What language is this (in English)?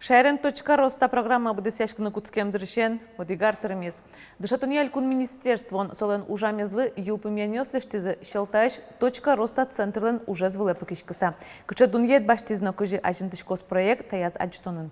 Udmurt